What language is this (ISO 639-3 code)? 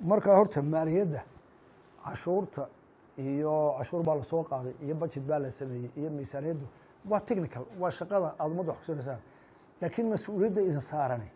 som